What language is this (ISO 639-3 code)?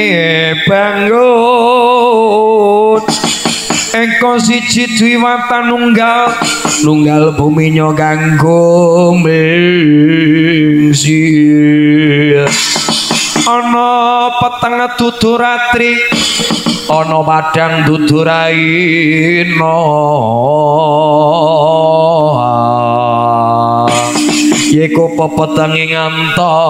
jav